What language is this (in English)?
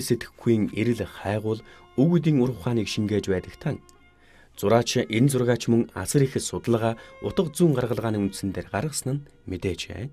Mongolian